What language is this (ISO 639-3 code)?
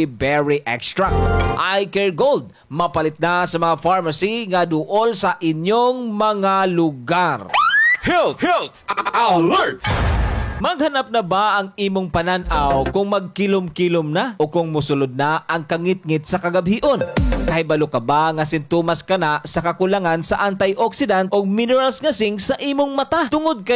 ceb